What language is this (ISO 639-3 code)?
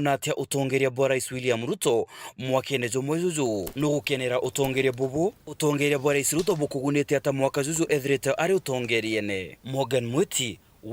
mer